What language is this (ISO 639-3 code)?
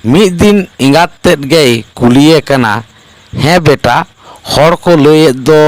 sat